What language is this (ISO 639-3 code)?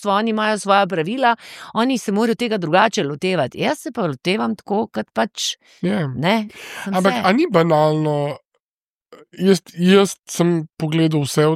slv